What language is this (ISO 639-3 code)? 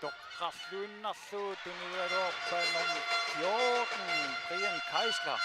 kal